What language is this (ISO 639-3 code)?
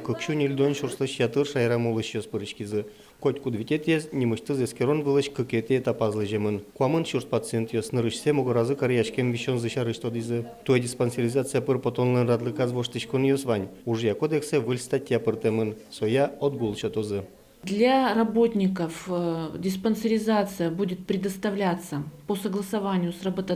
udm